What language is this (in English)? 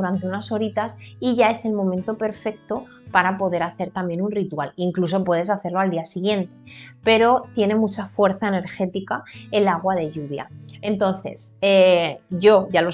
Spanish